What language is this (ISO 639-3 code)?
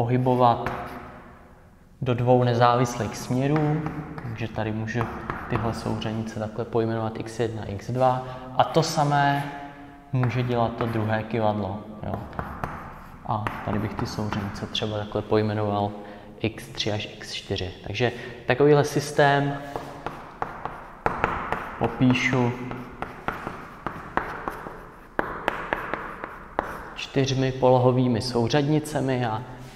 ces